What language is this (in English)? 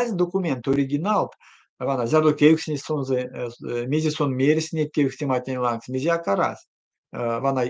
Erzya